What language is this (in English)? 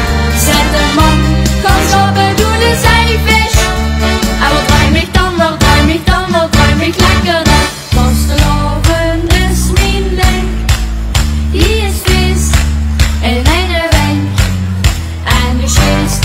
Limburgish